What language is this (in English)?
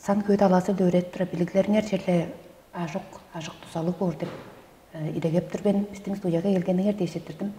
Tuvinian